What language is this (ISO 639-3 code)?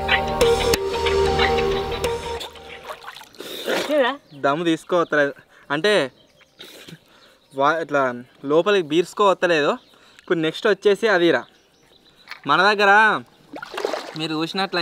tel